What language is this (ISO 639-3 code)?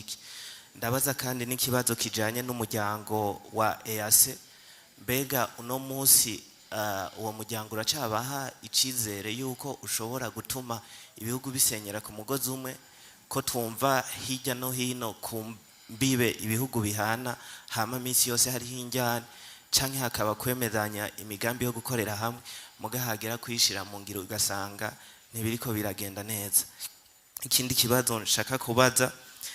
run